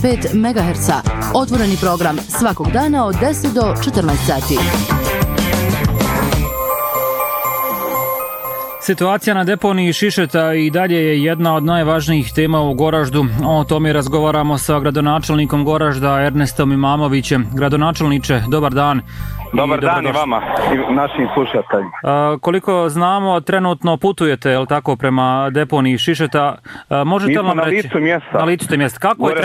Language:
Bosnian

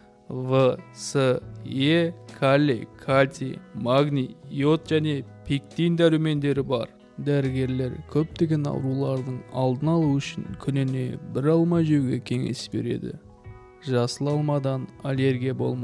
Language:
Kazakh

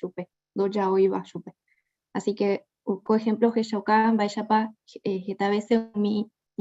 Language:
Guarani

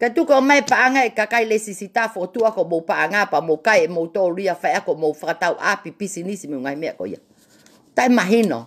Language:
Tongan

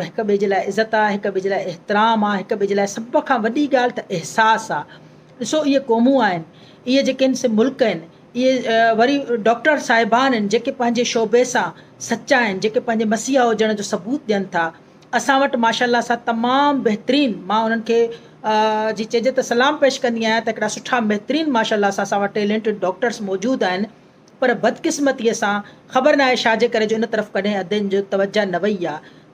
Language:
Sindhi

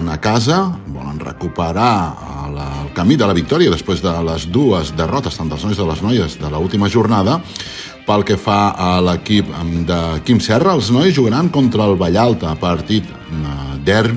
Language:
Catalan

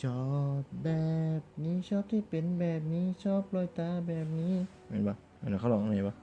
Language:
Northeastern Thai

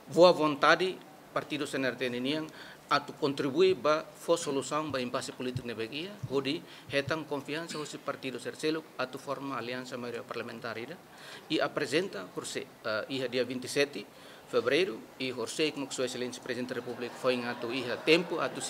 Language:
Tetum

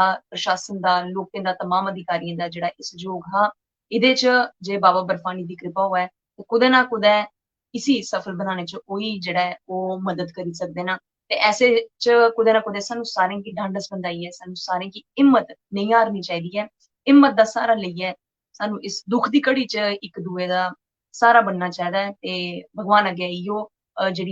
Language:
Dogri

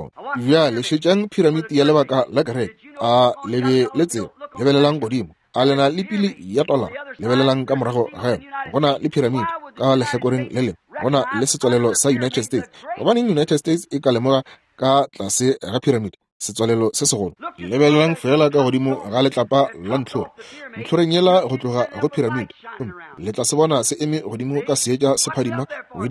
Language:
Northern Sotho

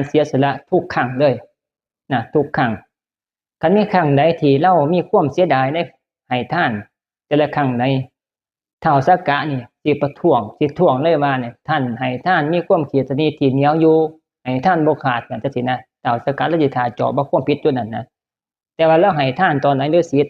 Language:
Northeastern Thai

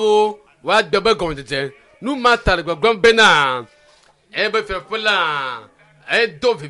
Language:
Ewe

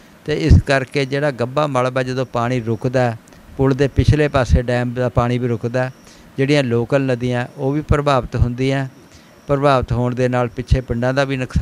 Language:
Punjabi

